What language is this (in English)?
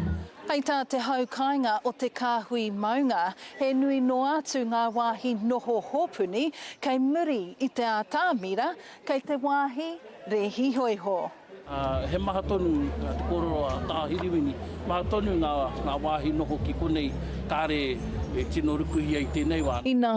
Māori